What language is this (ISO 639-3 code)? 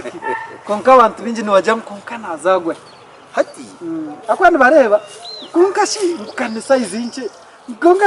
nyn